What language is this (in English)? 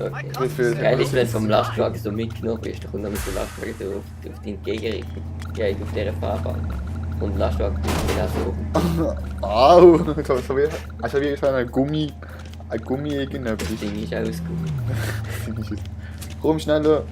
Swiss German